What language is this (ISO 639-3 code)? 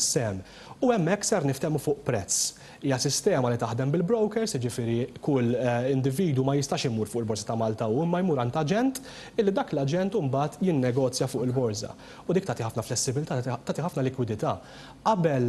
mlt